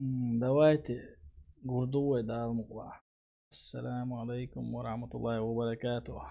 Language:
Chechen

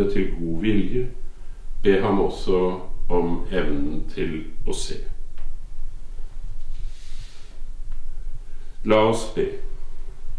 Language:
Norwegian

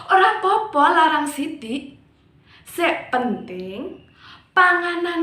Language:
Javanese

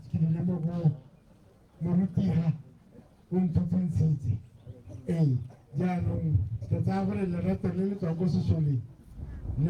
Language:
Tswana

